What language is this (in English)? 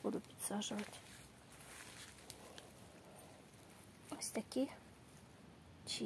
Ukrainian